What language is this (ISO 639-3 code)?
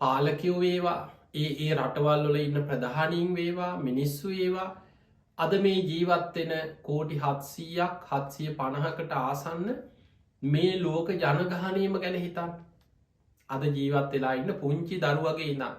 sin